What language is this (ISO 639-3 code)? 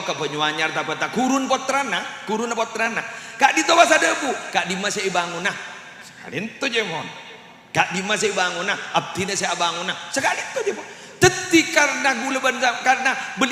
mad